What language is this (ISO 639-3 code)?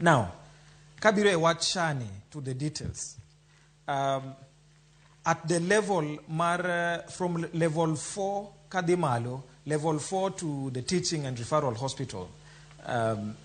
luo